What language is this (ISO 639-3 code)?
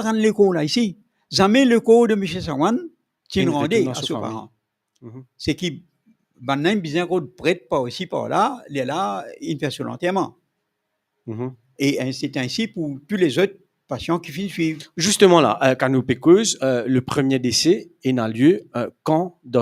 mfe